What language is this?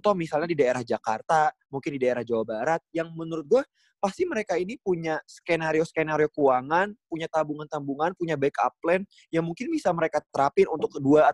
Indonesian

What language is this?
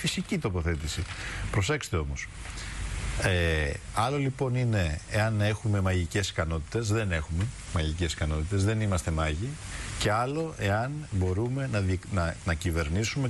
Greek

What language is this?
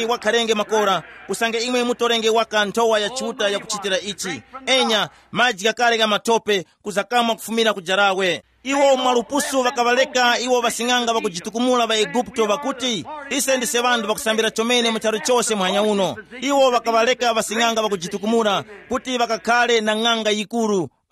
Tumbuka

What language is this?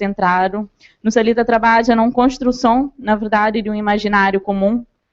Kabuverdianu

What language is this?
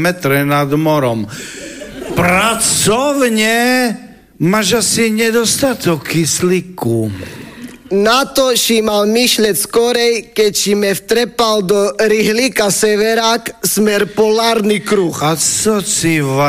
Slovak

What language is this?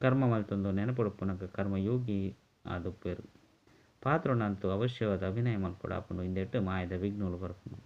Tulu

